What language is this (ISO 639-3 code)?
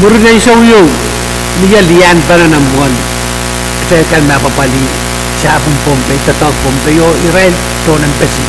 pon